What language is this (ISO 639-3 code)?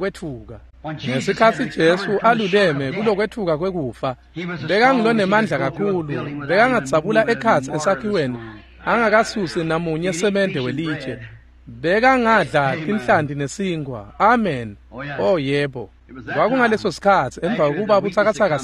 ssw